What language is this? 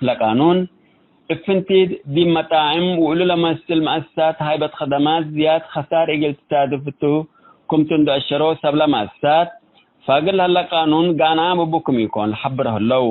Tigre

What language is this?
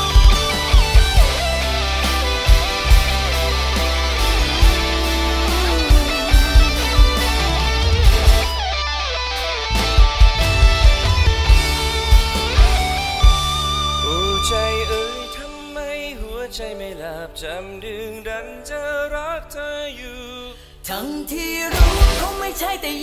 Thai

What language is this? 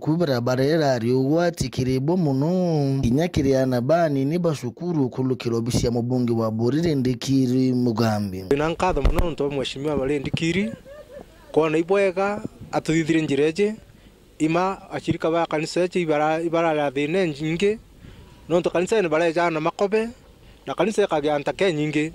Meru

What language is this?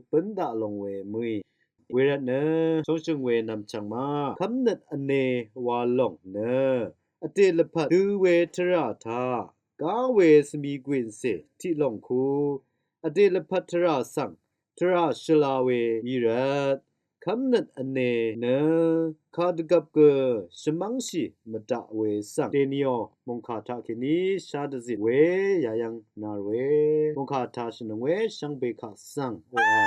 Rawang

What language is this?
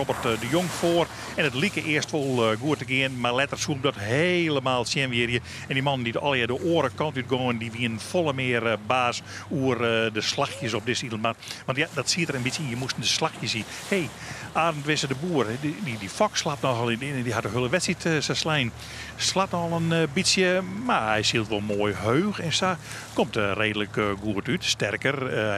Western Frisian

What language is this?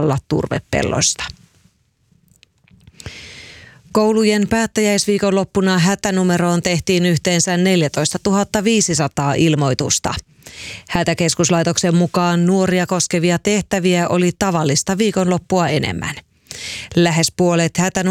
Finnish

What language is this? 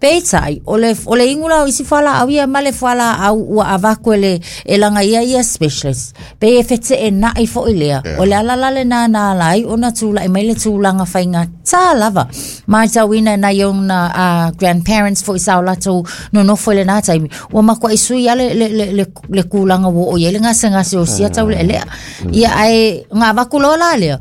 Samoan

